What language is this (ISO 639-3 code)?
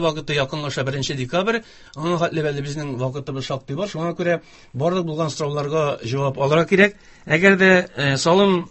tat